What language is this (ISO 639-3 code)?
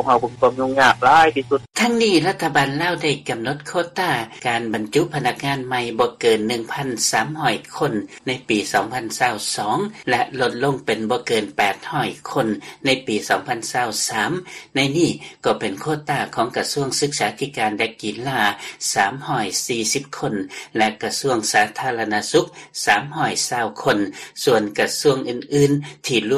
lao